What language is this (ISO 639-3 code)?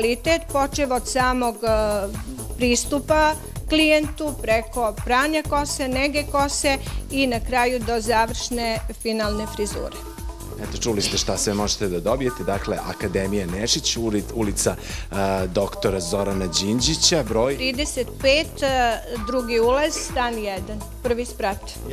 srp